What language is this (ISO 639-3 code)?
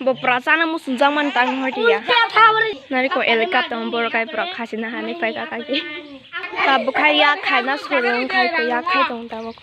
trp